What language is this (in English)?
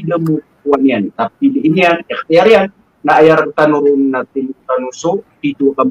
Maranao